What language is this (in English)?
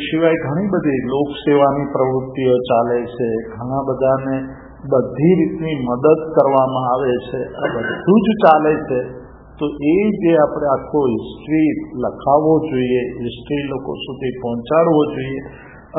Gujarati